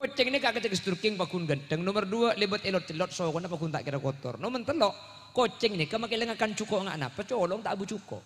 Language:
Madurese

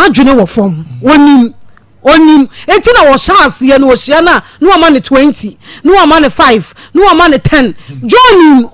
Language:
Akan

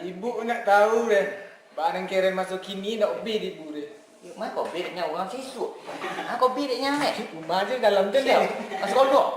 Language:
Minangkabau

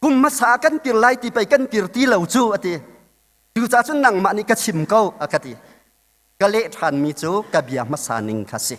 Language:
Hakha Chin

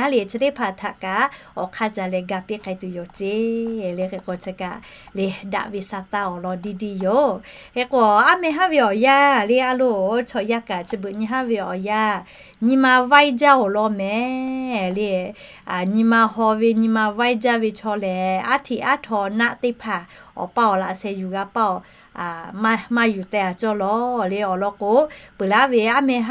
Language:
Lahu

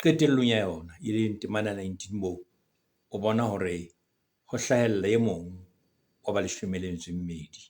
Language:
Southern Sotho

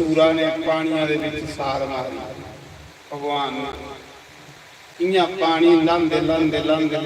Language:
Dogri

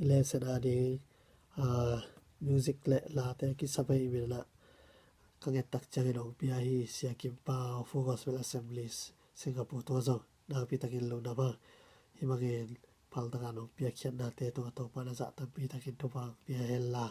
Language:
Tedim Chin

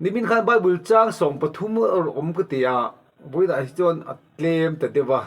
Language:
Mizo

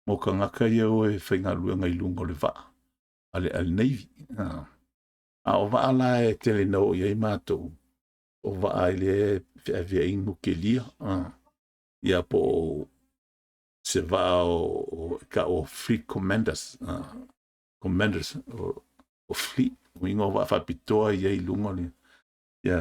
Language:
Samoan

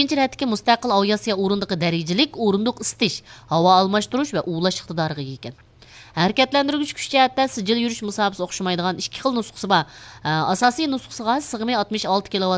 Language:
Uyghur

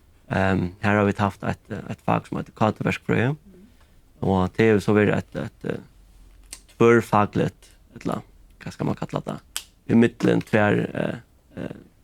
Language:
Faroese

